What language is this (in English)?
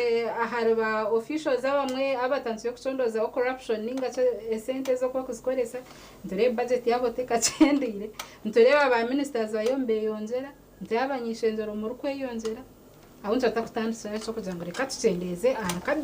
Nyankole